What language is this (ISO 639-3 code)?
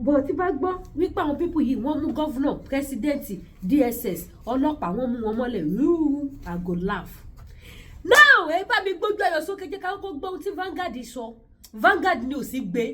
yor